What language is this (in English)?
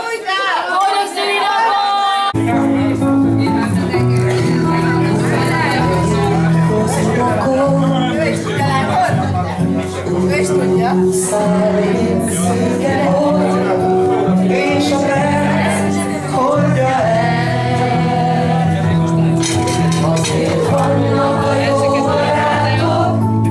Hungarian